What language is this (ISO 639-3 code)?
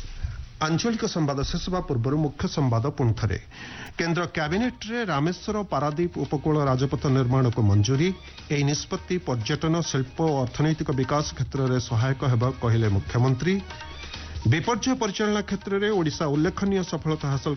ori